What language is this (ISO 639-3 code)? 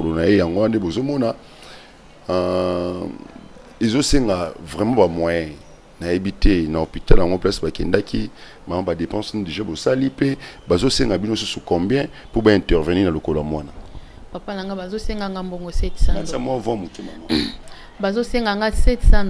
lin